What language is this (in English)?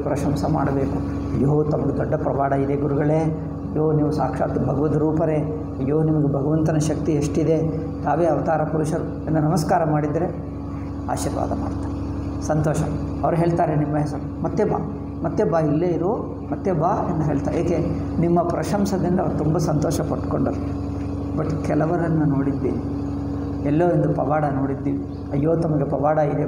Kannada